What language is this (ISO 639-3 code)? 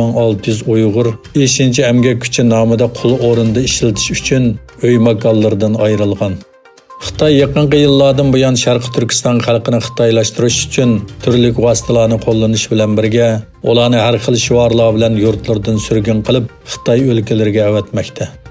uig